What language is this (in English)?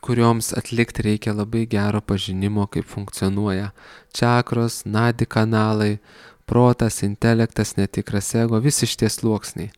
Lithuanian